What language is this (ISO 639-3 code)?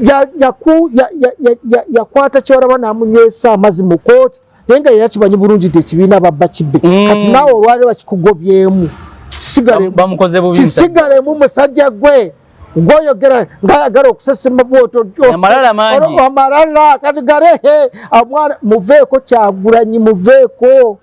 lug